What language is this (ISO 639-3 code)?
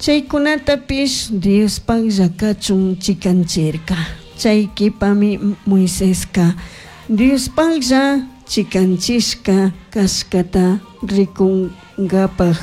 qug